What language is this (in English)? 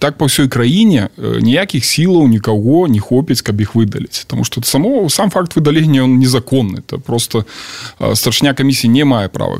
Belarusian